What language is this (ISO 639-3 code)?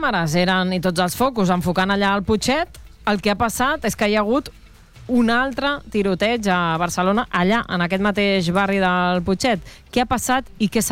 cat